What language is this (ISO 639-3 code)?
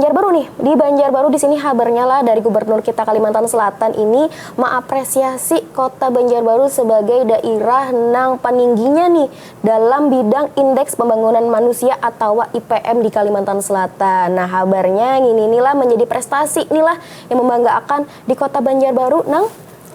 bjn